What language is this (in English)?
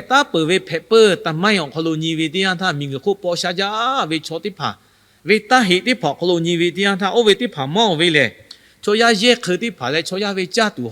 Lahu